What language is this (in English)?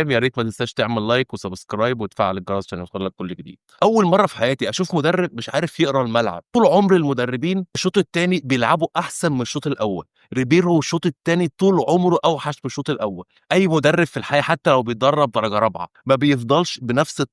Egyptian Arabic